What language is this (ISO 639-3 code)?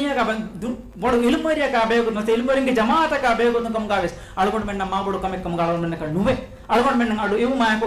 div